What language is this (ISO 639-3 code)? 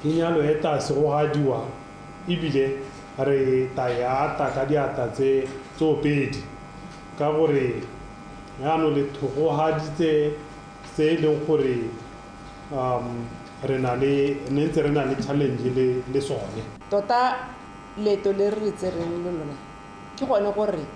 tsn